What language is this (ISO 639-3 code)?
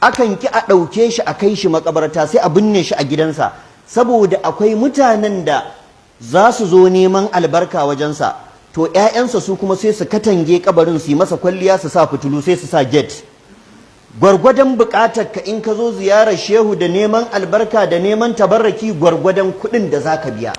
hau